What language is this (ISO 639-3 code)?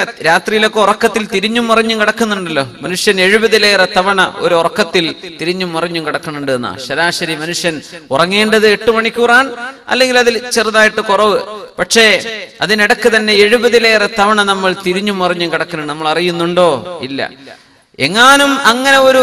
mal